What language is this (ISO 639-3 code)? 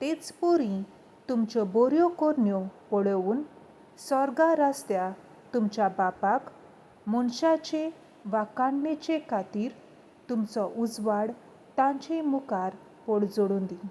kok